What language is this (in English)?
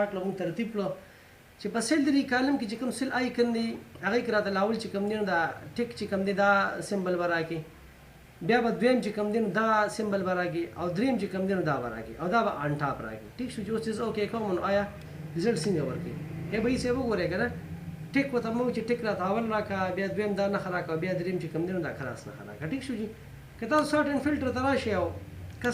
Pashto